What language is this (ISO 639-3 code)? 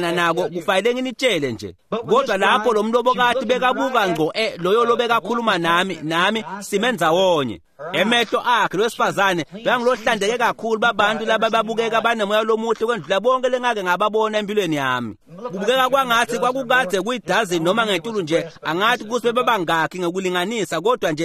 ssw